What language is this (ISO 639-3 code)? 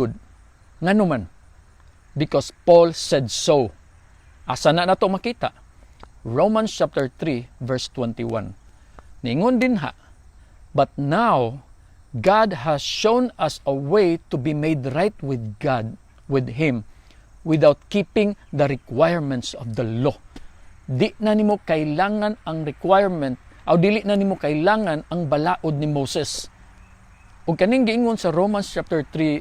ceb